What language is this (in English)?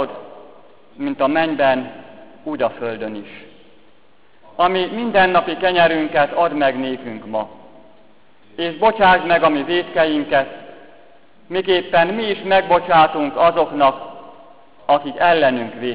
Hungarian